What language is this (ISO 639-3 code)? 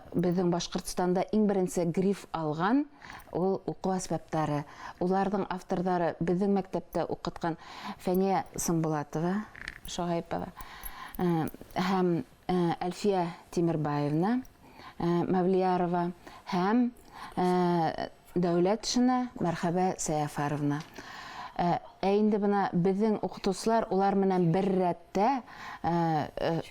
bak